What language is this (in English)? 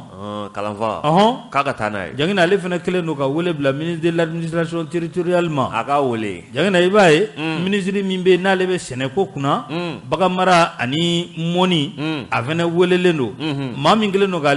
Bambara